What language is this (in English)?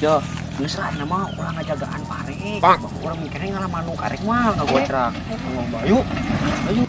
Sundanese